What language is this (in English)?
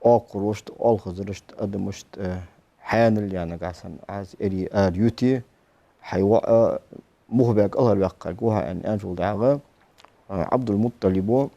Ingush